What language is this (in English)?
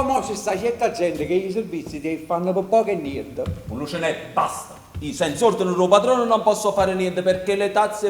Neapolitan